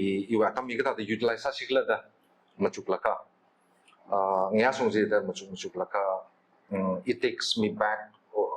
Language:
Tangkhul Naga (India)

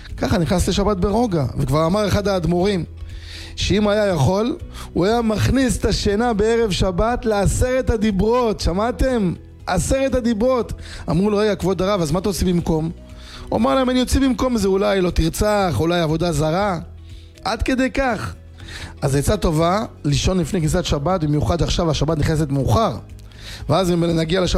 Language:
Hebrew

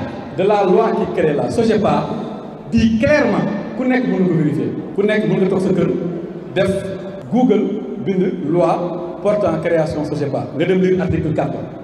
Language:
Wolof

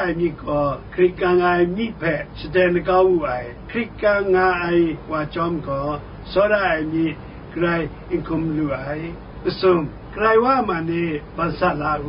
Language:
Kachin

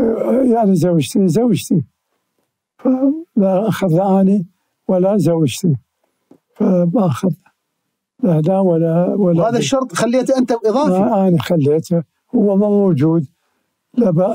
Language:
Mesopotamian Arabic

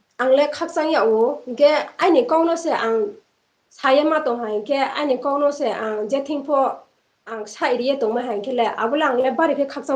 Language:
Riang (India)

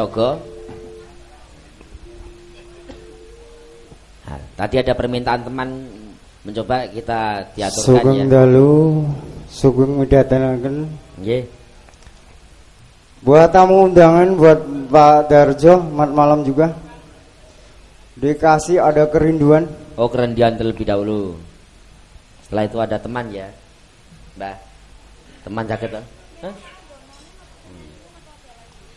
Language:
Indonesian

